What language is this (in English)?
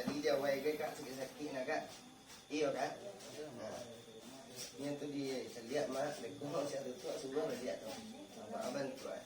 Minangkabau